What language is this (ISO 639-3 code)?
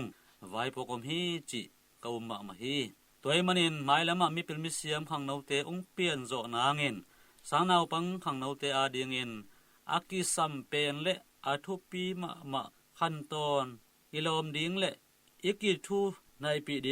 ctd